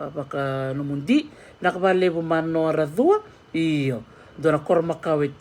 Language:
Fijian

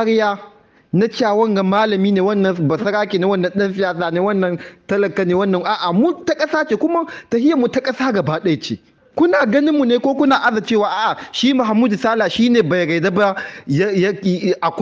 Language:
Hausa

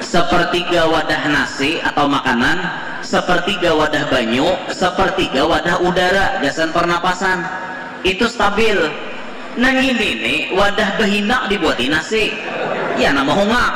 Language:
Banjar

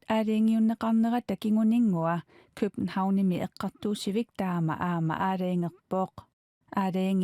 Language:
Kalaallisut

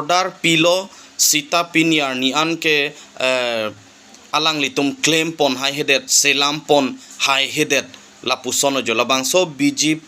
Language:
Karbi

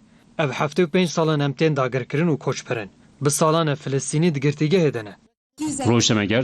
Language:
Kurdish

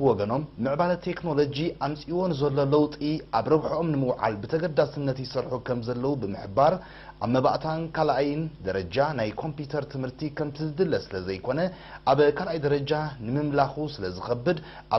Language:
Tigrinya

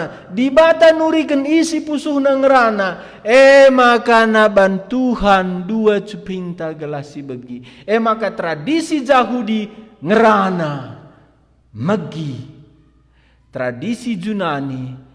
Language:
Batak Karo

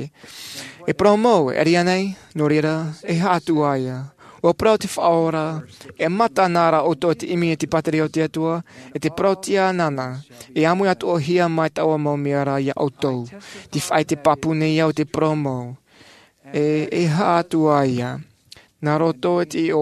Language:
Tahitian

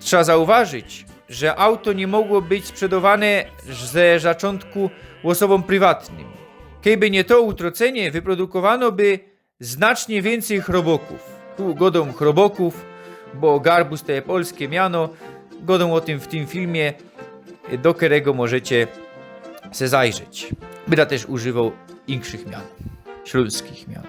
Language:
Silesian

